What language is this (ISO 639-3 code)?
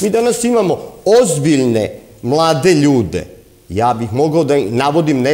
srp